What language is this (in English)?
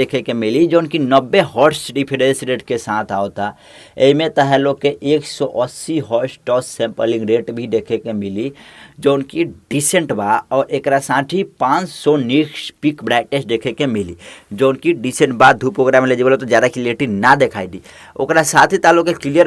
Bhojpuri